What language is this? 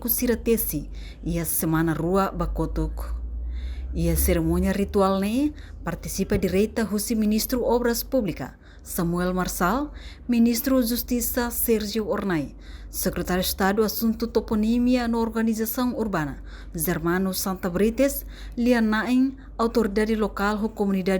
Tetum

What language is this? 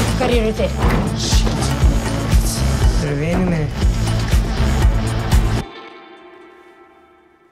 Icelandic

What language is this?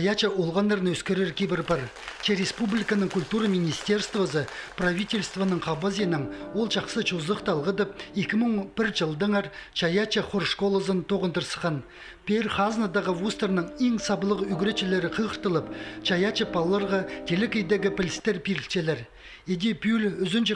Khakas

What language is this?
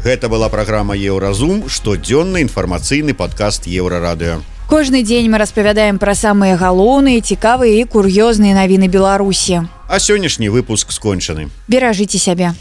Belarusian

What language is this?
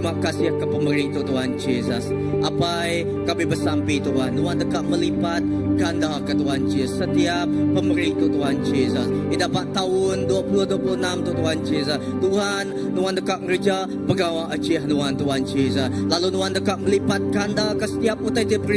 Iban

